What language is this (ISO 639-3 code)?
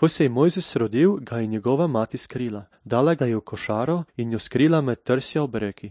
slv